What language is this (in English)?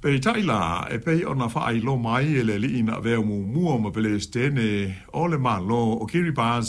Samoan